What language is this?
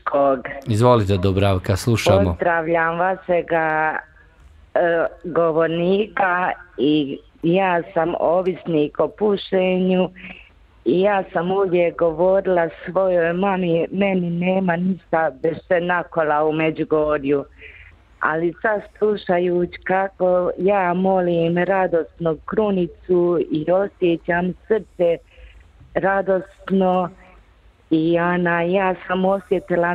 Bosnian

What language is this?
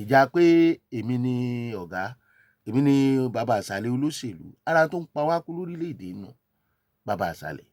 Yoruba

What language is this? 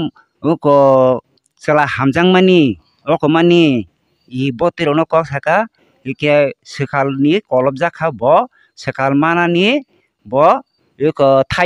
Kok Borok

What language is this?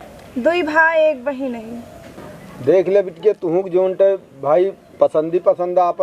Awadhi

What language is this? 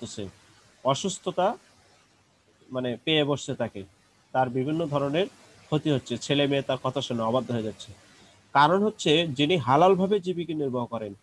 Bangla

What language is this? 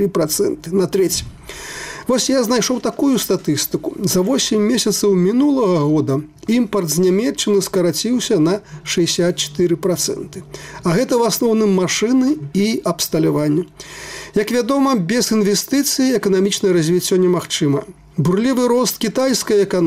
Belarusian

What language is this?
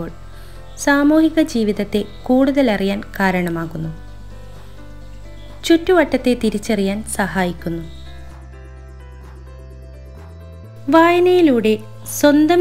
Malayalam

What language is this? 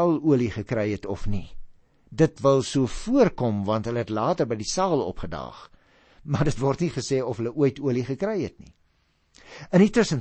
Afrikaans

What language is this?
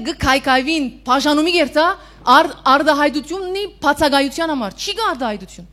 Western Armenian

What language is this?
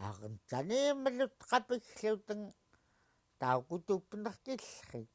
Central Yupik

